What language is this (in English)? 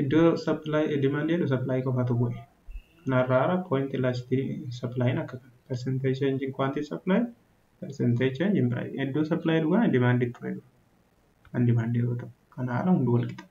Oromo